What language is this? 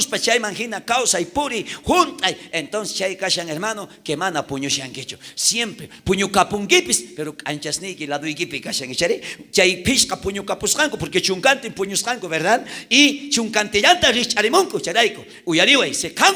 South Bolivian Quechua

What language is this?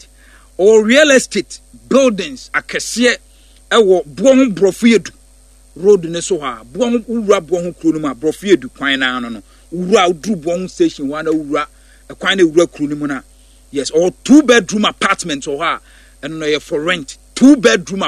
Akan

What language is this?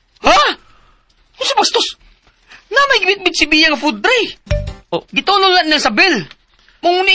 Cebuano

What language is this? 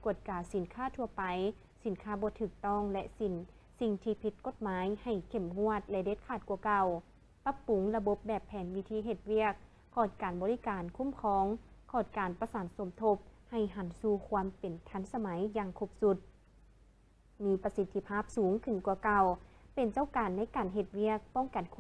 Lao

